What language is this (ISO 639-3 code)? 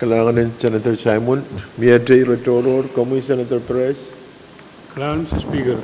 pon